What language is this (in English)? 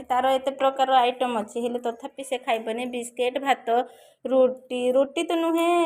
Odia